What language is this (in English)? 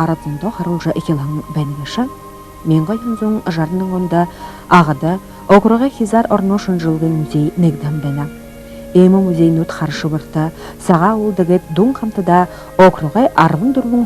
Buriat